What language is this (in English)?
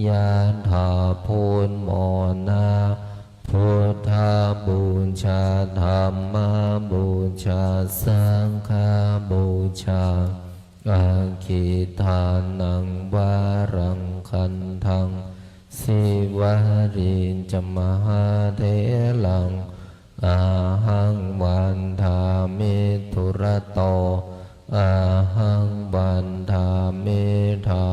Pali